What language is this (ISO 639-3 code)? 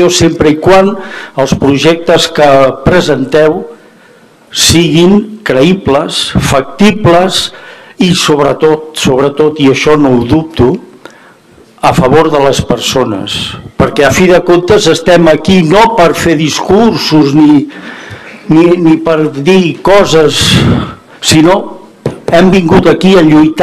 cat